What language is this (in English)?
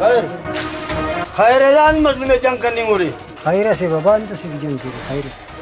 Brahui